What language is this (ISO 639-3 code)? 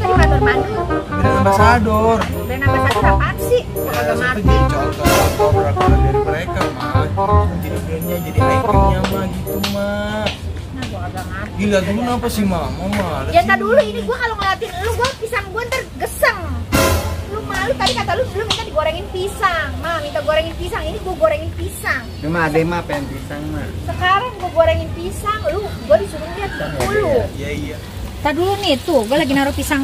bew